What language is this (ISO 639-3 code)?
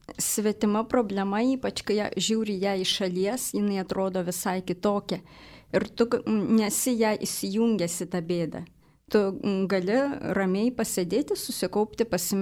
lit